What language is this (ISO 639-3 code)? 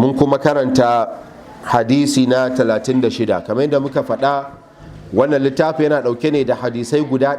hau